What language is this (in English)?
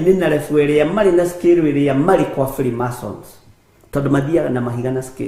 Kikuyu